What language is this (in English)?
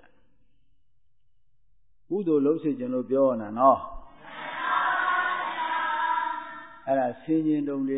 Burmese